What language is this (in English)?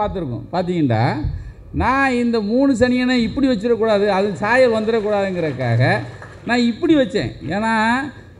Tamil